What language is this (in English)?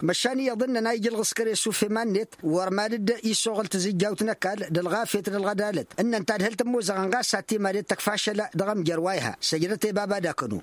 Tamasheq